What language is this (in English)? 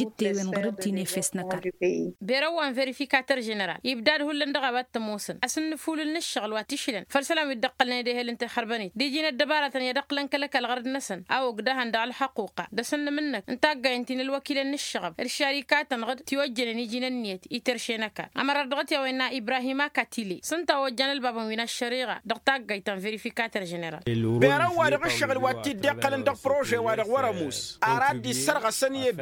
Tamasheq